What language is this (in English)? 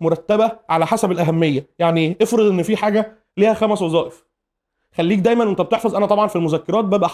Egyptian Arabic